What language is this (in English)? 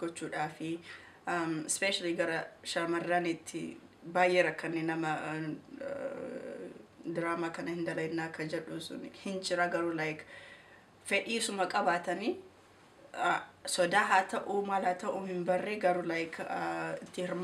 Oromo